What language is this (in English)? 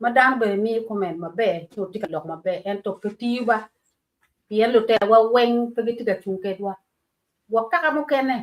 Acoli